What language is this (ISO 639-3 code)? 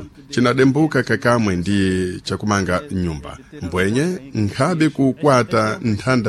seh